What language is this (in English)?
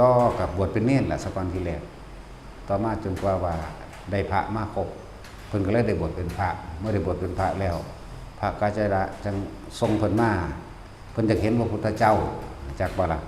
Lao